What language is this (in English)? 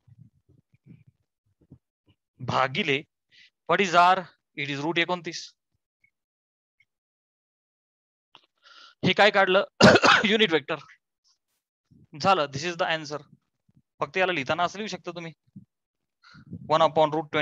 Marathi